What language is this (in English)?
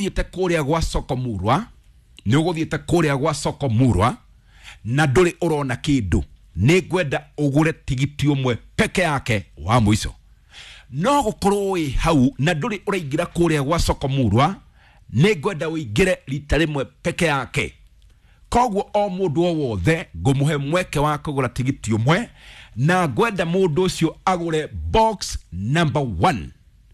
Kikuyu